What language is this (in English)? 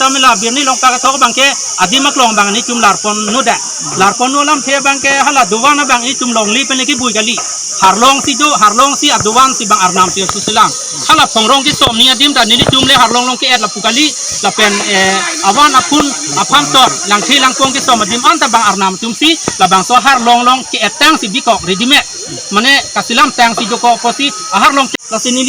Karbi